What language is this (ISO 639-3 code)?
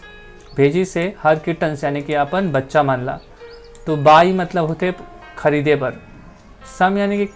hne